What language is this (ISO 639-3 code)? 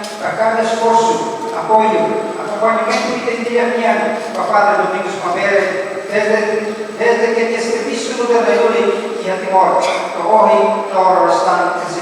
tet